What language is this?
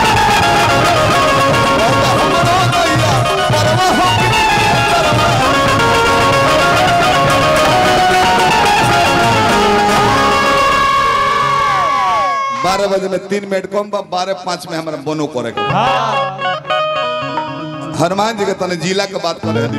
Bhojpuri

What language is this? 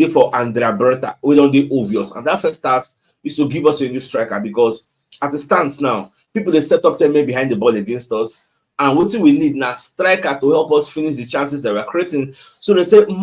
Nigerian Pidgin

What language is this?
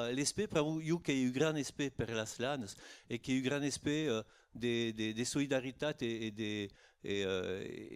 Occitan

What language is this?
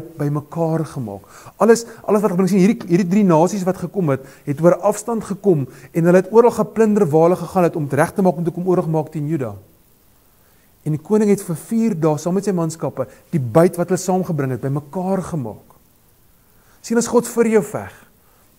Afrikaans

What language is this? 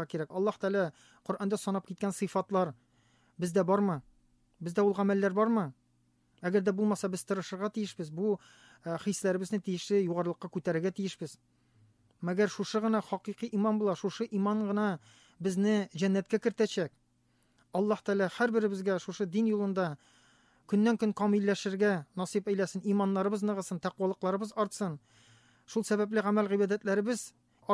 Tatar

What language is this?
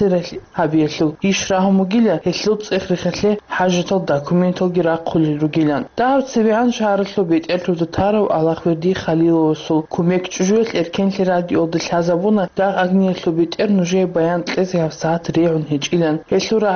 Avaric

